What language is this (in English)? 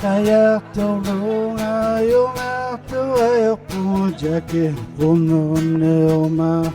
Inuktitut